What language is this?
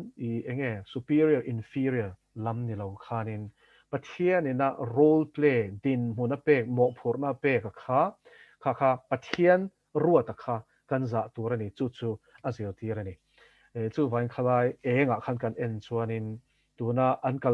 Mizo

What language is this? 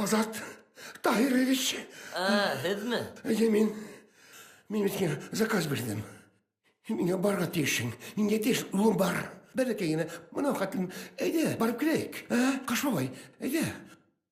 Bashkir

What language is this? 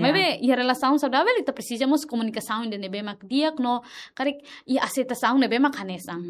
Tetum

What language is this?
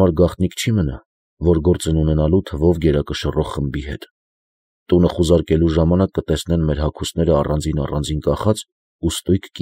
Armenian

